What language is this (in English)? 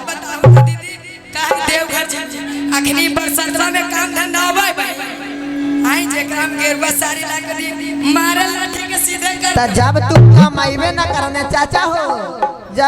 Magahi